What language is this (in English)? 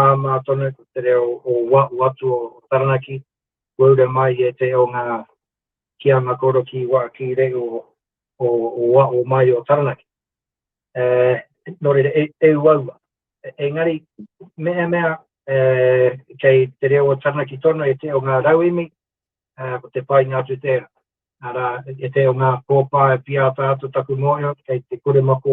Māori